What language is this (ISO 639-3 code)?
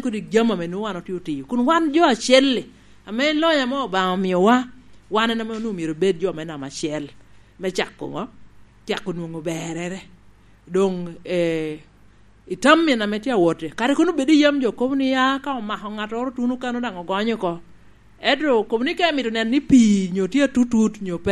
laj